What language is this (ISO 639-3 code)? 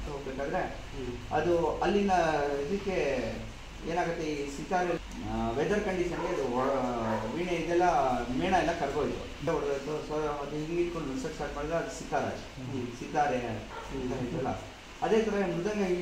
kan